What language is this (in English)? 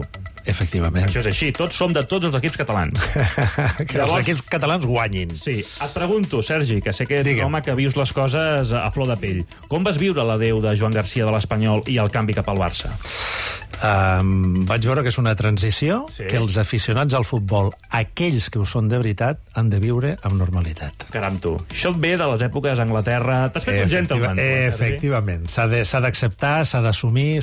Catalan